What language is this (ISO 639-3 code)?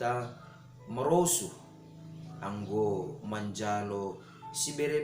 bts